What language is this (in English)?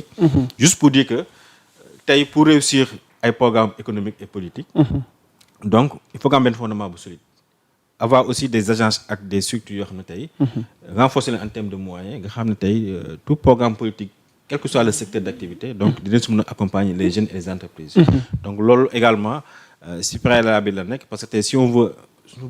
Wolof